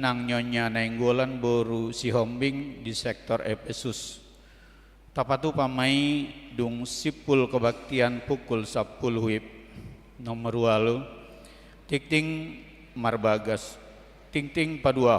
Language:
Batak Toba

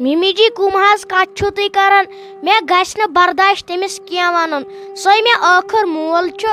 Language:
Kashmiri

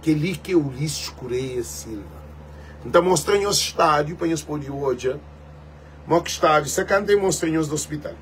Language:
Kabuverdianu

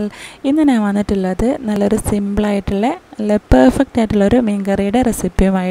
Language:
Malayalam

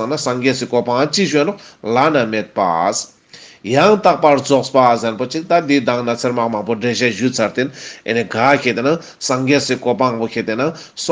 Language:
Ladakhi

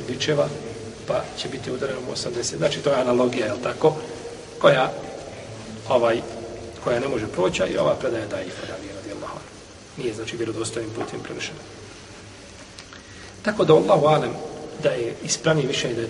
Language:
Bosnian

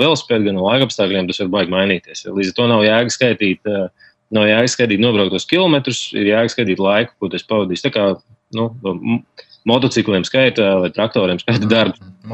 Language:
Latvian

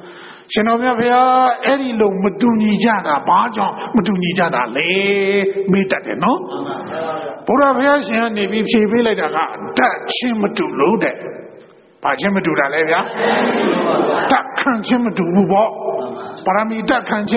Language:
Burmese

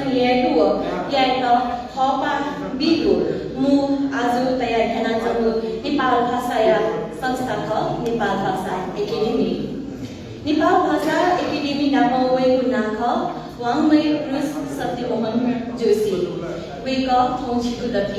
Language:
Newari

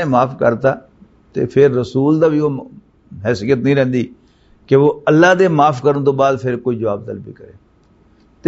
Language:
Western Panjabi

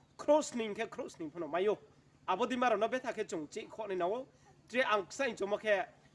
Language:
Riang (India)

